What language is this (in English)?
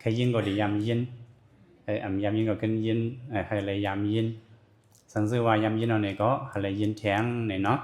Shan